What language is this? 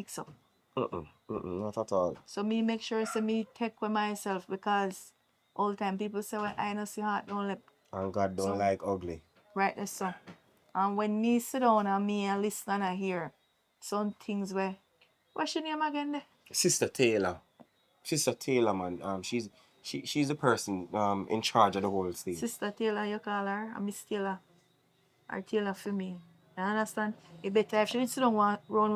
Jamaican Creole English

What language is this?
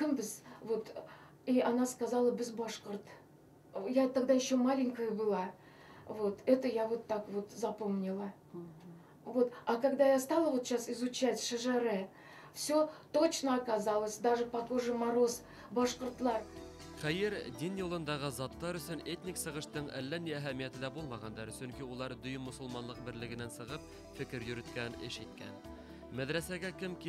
Bashkir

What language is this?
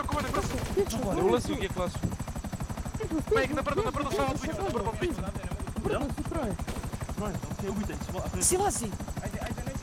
Croatian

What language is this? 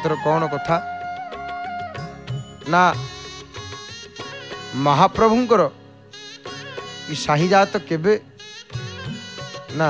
Odia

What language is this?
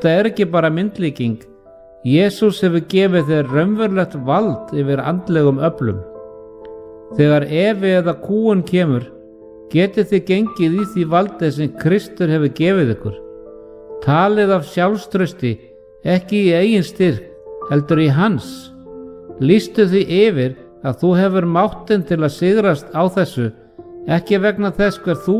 Icelandic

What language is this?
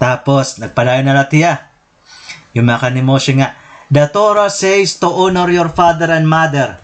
Waray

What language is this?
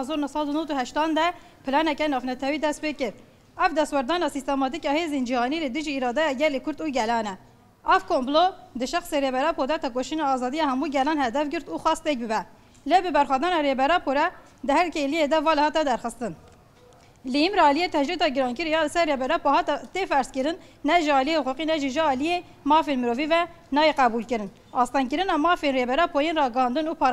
Kurdish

